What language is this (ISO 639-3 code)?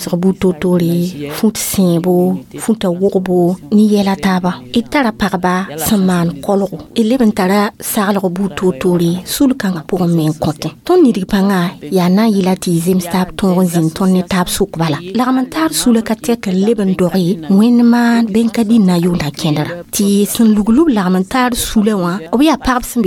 mos